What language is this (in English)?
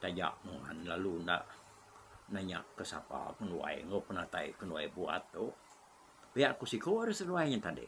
Iban